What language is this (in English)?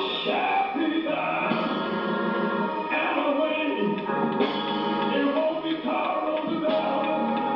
English